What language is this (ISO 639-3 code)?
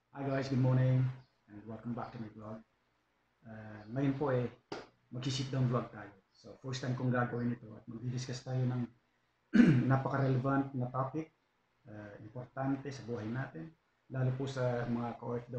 fil